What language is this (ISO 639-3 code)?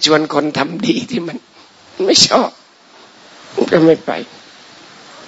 tha